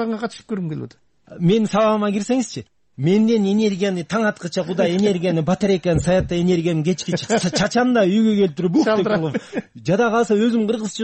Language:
Kyrgyz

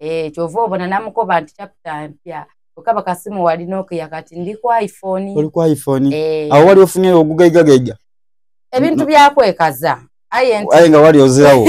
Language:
Soga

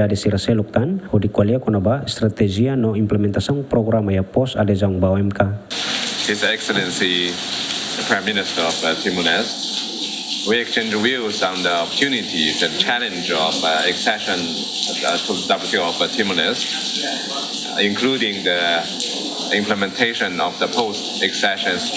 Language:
Tetum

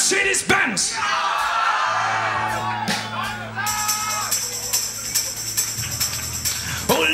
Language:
Swedish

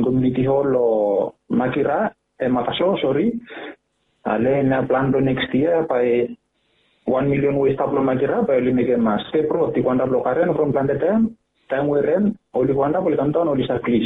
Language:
Bislama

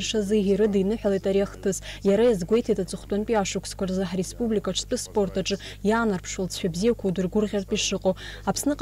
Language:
Abkhazian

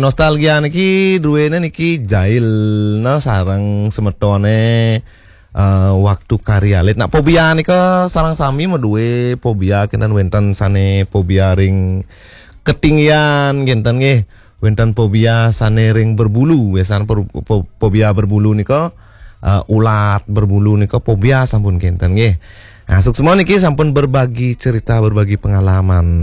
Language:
Balinese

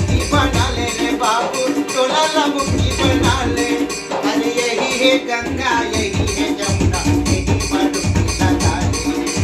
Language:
Chhattisgarhi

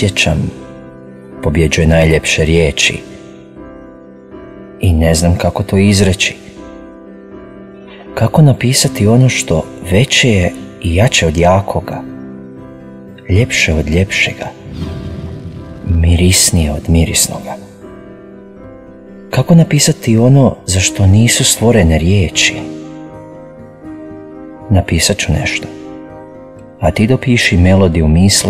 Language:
Croatian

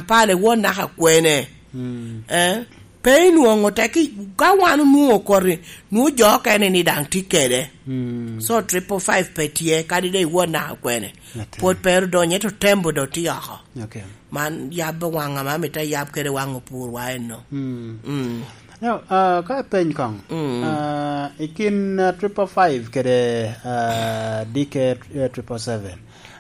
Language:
Lango (Uganda)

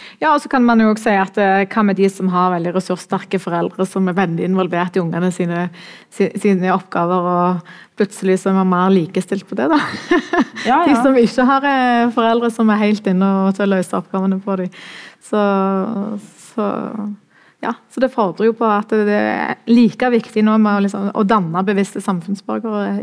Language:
Norwegian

